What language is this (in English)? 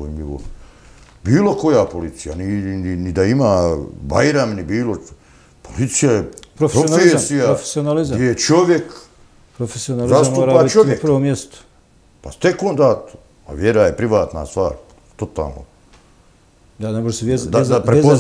Bosnian